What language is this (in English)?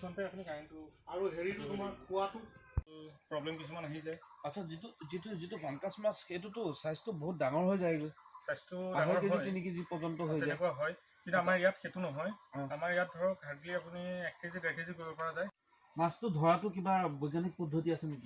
Assamese